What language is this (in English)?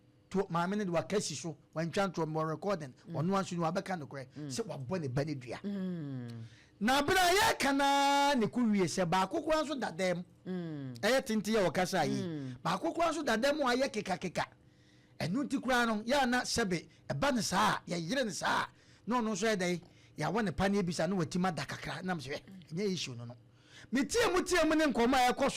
Akan